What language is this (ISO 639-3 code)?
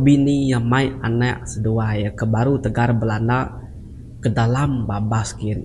iba